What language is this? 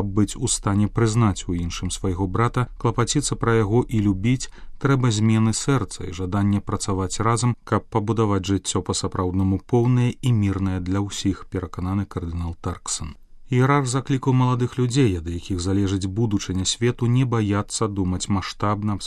Belarusian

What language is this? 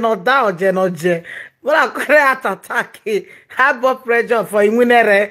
Nigerian Pidgin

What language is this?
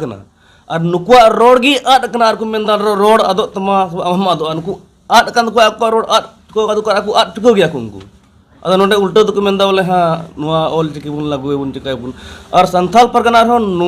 Santali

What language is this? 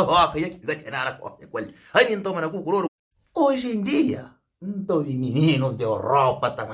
Kabuverdianu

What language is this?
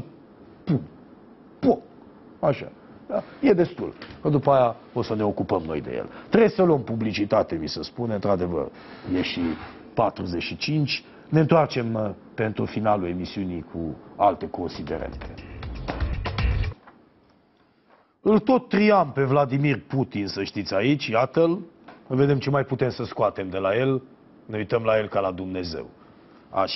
Romanian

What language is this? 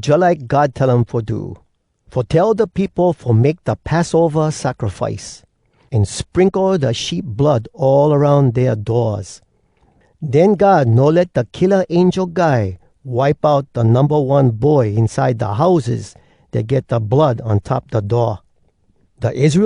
Hawai'i Creole English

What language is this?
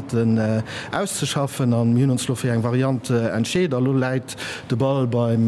Luxembourgish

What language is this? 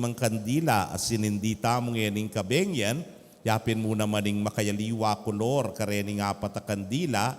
Pampanga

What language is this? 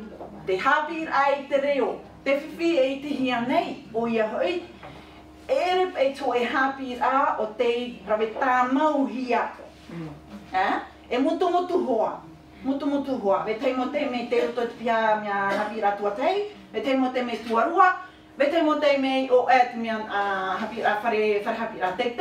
Tahitian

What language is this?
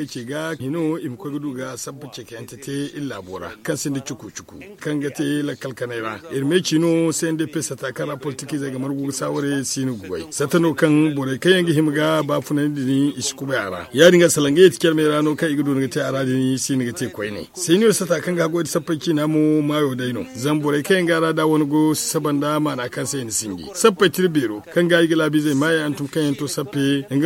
Zarma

